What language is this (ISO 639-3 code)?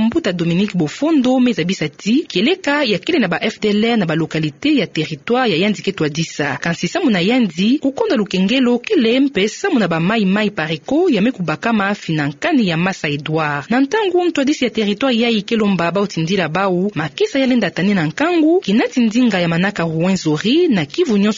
ktu